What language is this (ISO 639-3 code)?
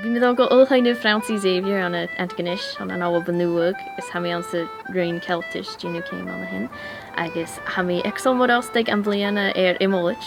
gla